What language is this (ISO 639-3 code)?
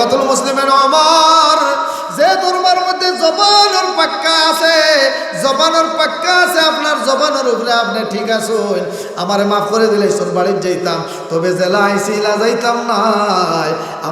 syl